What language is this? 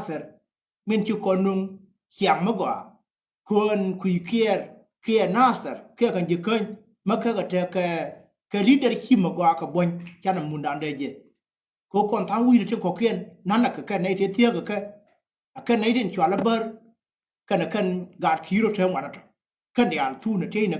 Nuer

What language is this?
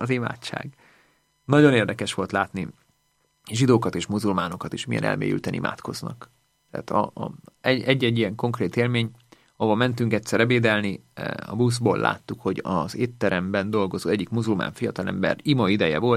Hungarian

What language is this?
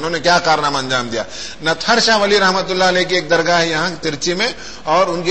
Urdu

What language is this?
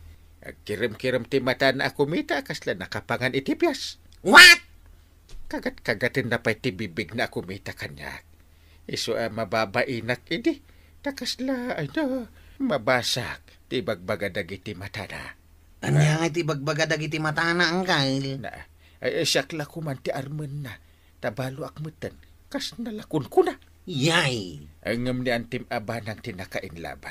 Iloko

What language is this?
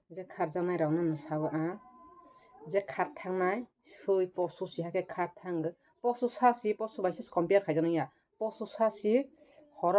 Kok Borok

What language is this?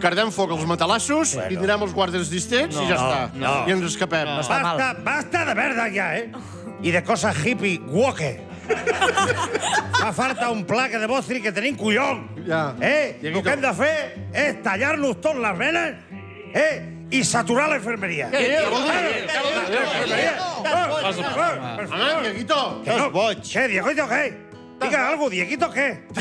Catalan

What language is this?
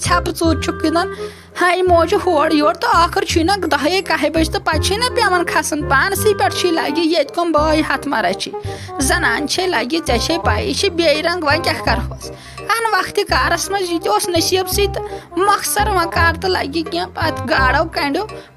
Kashmiri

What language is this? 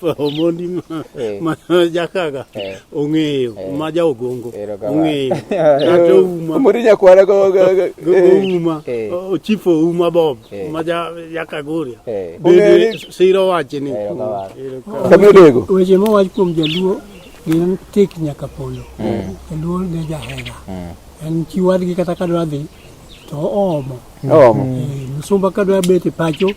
Luo (Kenya and Tanzania)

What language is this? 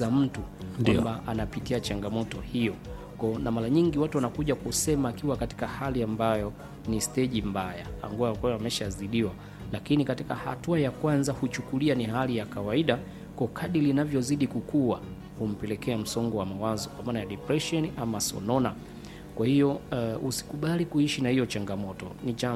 Swahili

